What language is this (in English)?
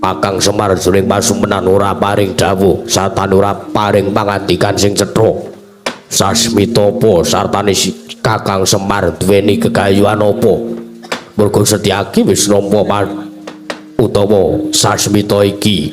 Javanese